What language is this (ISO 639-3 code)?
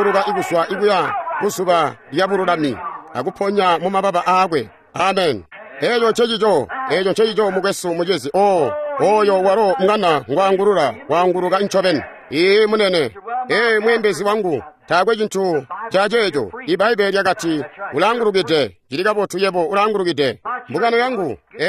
toi